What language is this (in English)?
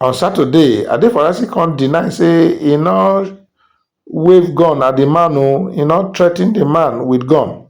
Nigerian Pidgin